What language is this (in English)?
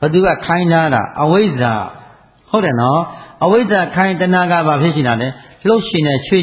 Burmese